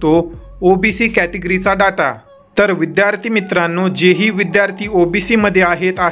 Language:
Marathi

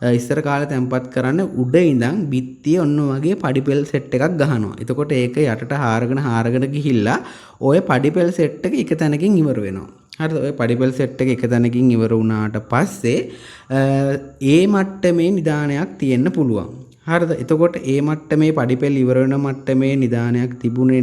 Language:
Sinhala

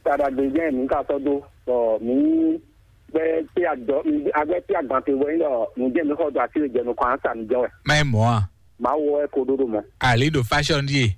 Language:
Fon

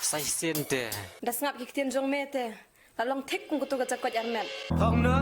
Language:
Khasi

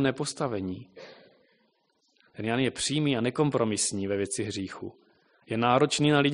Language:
Czech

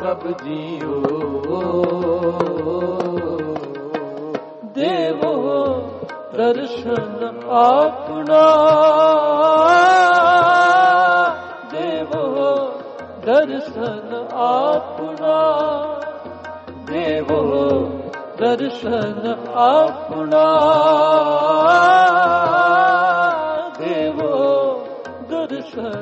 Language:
Punjabi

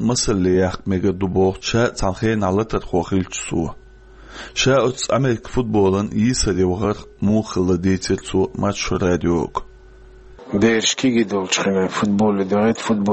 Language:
Chechen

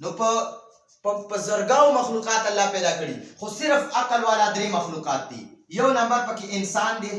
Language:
Pashto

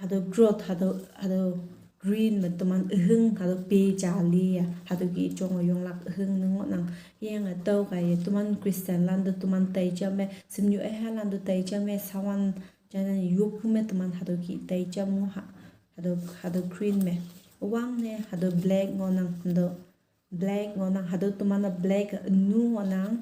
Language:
Konyak Naga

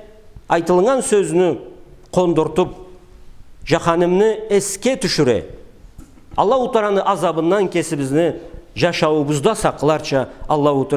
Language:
Karachay-Balkar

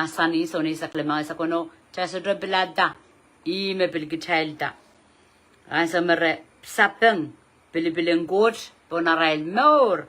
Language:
Pohnpeian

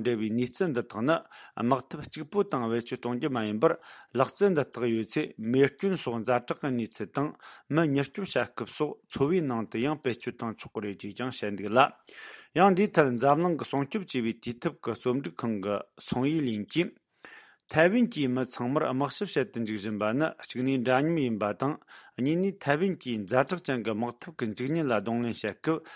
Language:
Tibetan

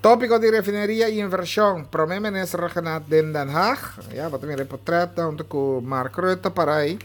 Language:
Papiamento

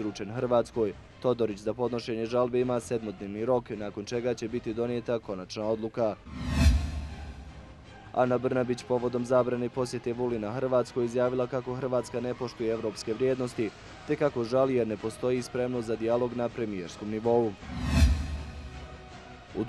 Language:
Bosnian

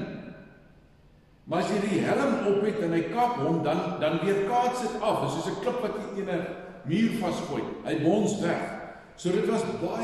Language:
Afrikaans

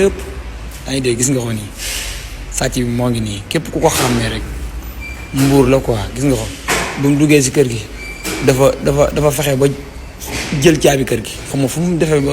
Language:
Wolof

